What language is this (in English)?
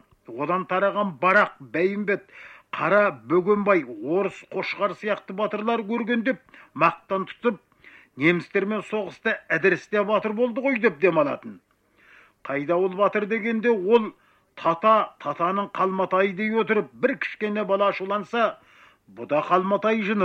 Kazakh